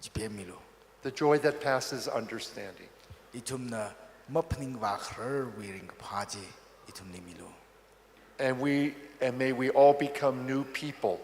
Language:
Tangkhul Naga (India)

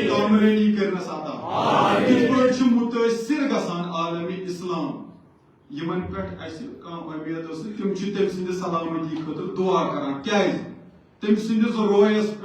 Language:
Kashmiri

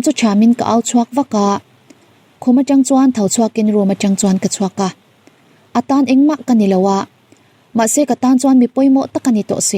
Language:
Mizo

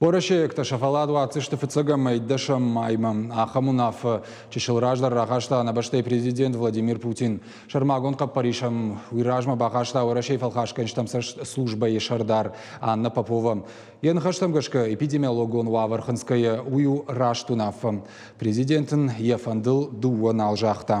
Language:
Ossetic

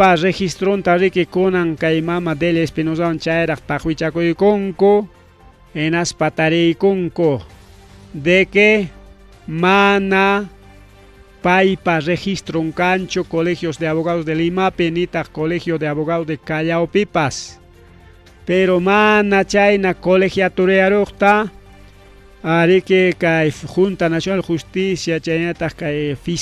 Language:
Ayacucho Quechua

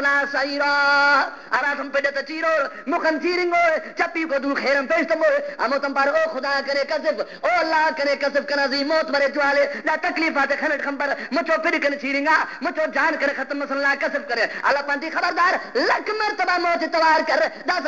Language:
Brahui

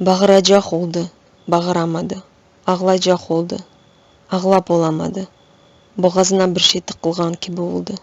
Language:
Crimean Tatar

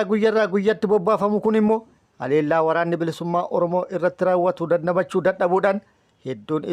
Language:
Oromo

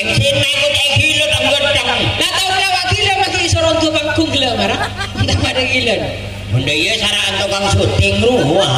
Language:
Madurese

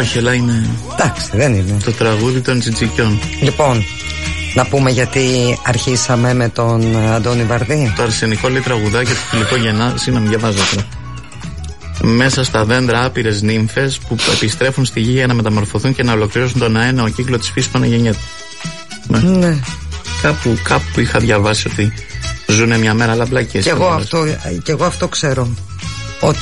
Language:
Greek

